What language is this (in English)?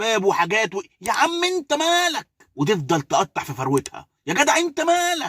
Egyptian Arabic